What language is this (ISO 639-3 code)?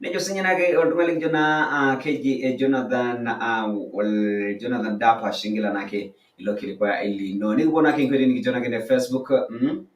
mas